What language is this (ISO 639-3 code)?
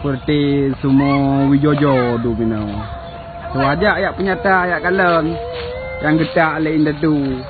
ace